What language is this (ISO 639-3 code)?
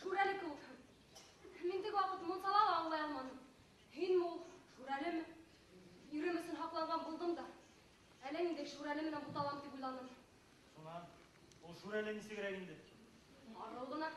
bak